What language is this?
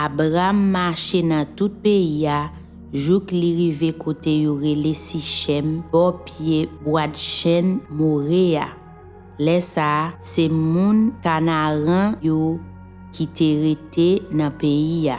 Haitian Creole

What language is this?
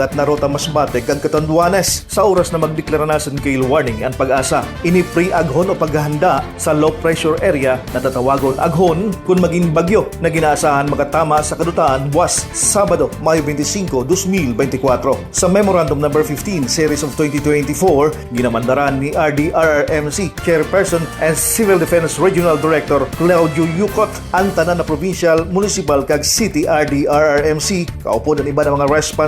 Masbatenyo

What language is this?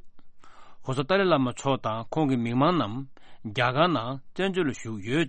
Tibetan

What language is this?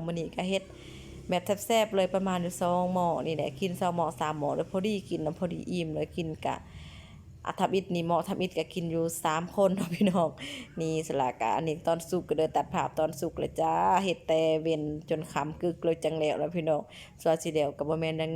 Lao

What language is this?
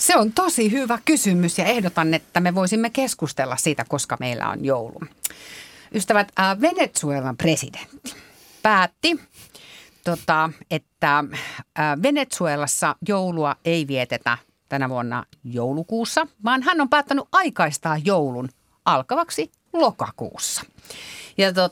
Finnish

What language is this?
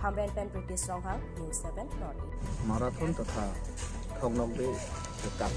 Karbi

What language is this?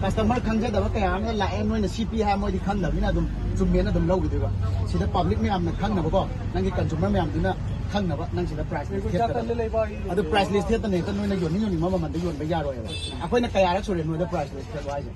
Manipuri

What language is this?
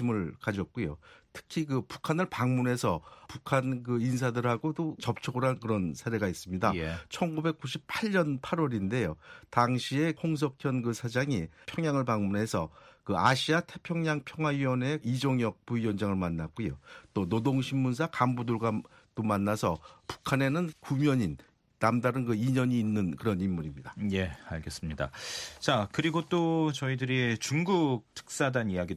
Korean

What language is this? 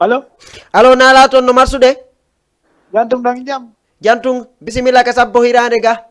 Fula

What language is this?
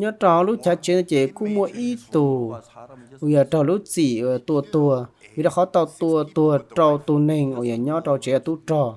Hmong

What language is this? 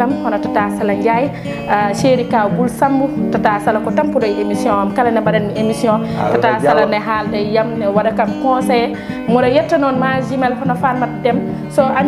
Fula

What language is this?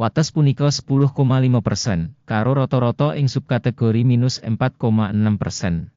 Javanese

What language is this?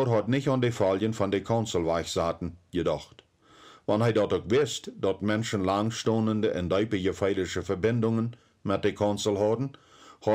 Plautdietsch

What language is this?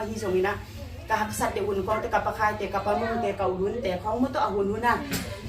Tedim Chin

